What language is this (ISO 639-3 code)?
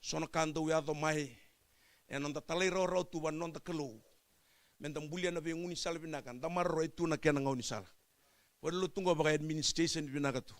fij